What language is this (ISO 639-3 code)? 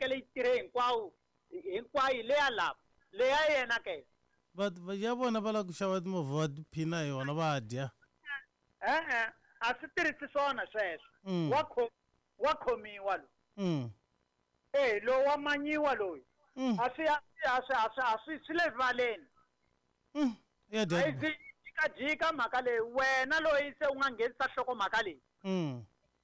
tso